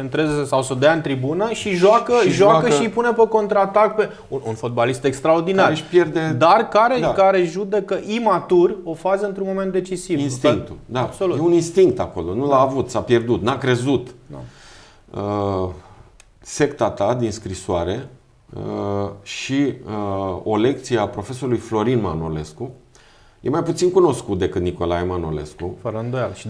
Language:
Romanian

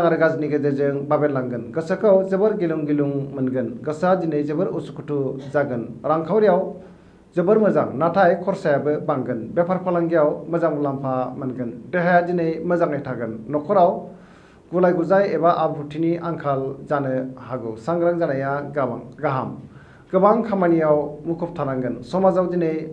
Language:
Bodo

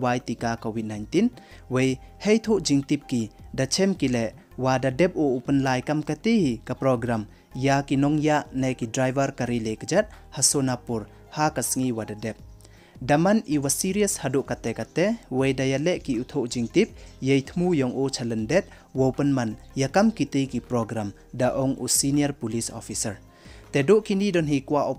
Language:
Pnar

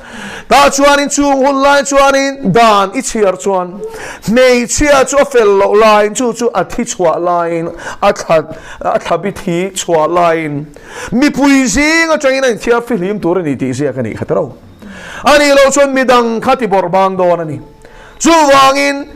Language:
Mizo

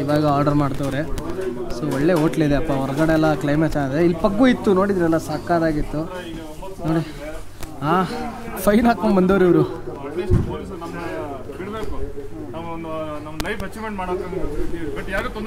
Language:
Kannada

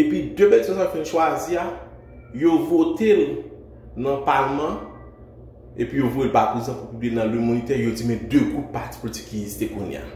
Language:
Haitian Creole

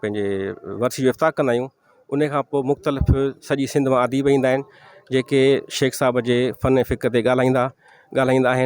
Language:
Sindhi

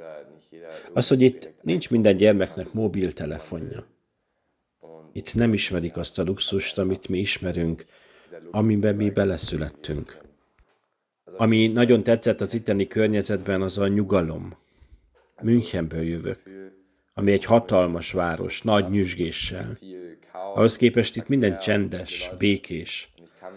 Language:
Hungarian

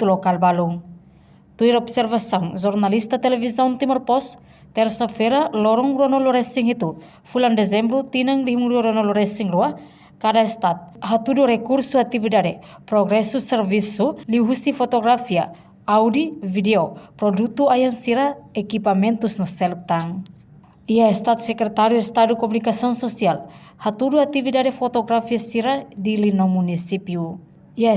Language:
Tetum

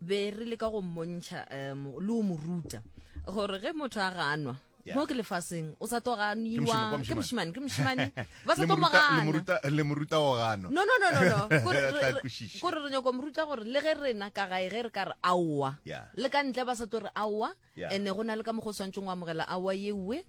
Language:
Northern Sotho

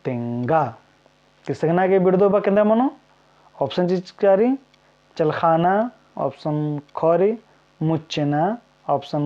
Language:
Kurukh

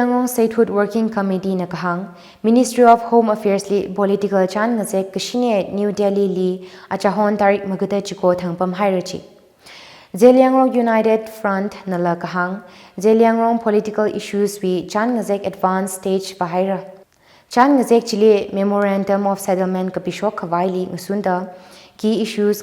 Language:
Tangkhul Naga (India)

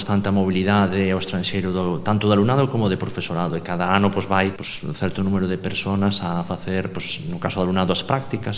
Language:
Galician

